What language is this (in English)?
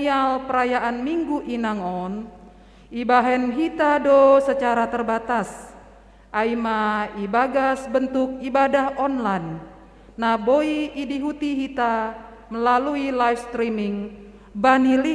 Batak Simalungun